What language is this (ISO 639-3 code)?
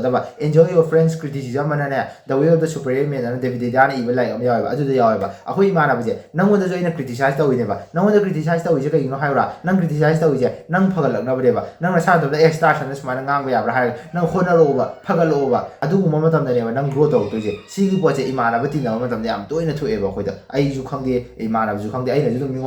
mni